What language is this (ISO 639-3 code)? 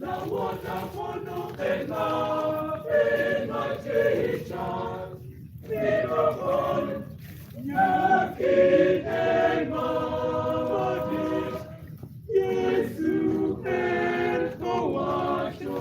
ach